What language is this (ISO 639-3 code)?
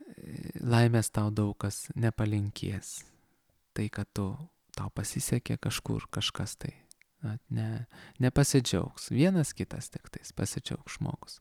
lit